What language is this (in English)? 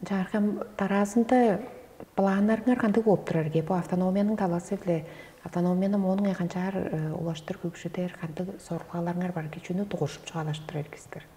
Tuvinian